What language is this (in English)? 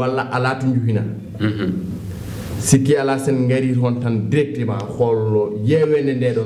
Fula